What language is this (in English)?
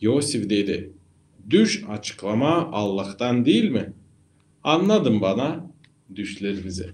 Gagauz